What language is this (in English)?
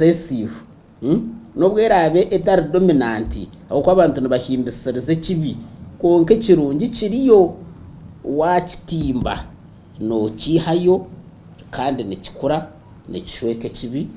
Nyankole